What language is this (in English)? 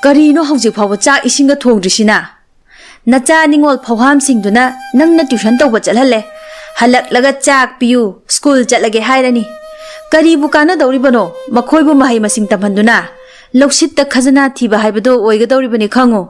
Manipuri